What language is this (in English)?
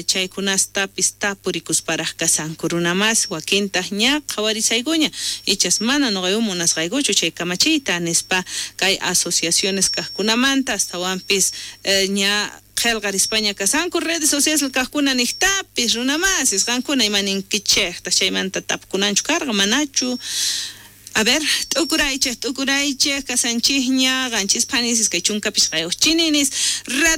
South Bolivian Quechua